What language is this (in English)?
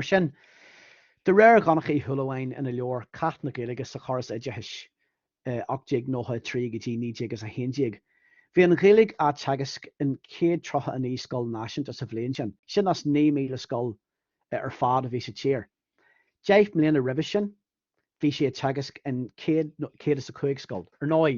Irish